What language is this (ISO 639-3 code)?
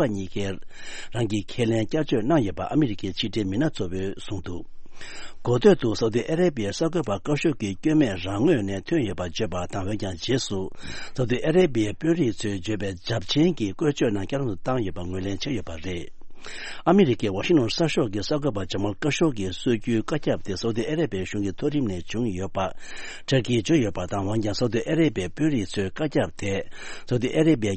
bod